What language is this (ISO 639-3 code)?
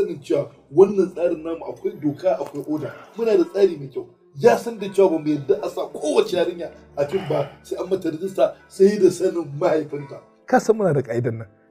hau